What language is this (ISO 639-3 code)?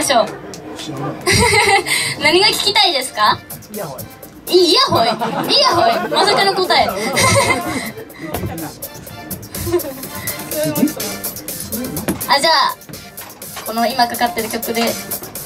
jpn